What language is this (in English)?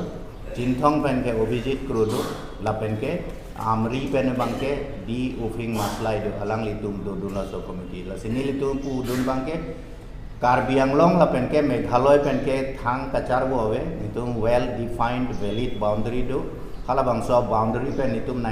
Karbi